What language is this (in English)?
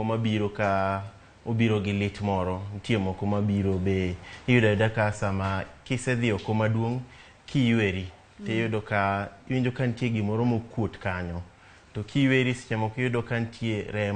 Luo (Kenya and Tanzania)